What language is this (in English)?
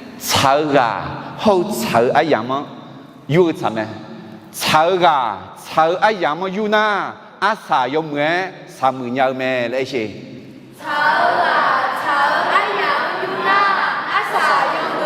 Akha